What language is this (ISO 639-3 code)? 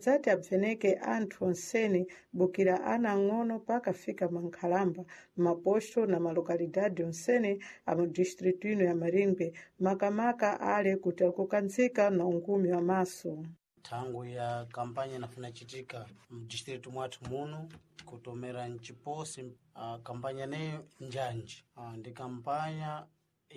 seh